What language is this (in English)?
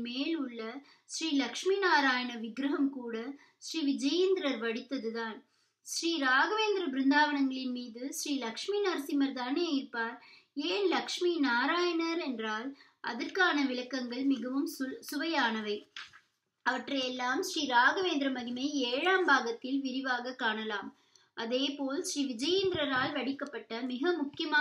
Tamil